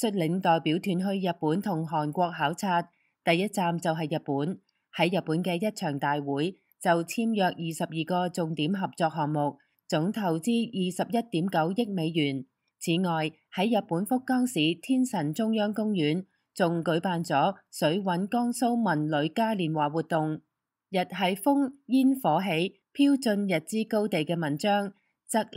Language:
Cantonese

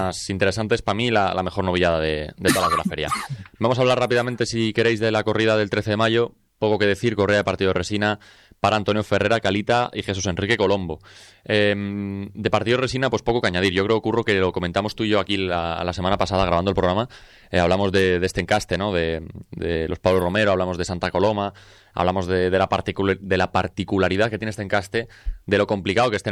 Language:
Spanish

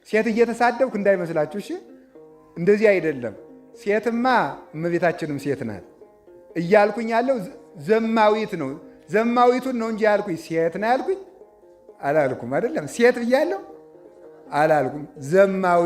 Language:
Amharic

